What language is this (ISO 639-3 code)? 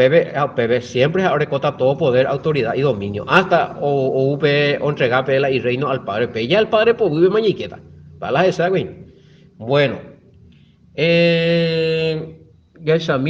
grn